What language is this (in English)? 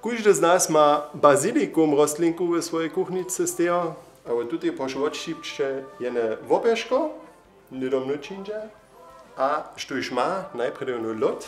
Upper Sorbian